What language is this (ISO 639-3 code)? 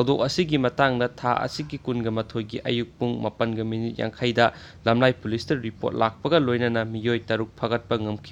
mni